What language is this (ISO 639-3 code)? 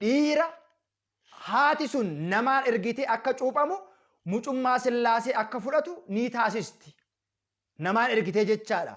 orm